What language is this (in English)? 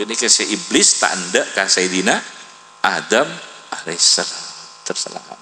Madurese